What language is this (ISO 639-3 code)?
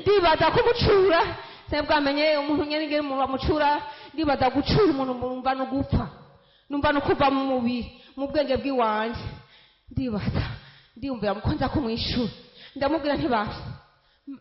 run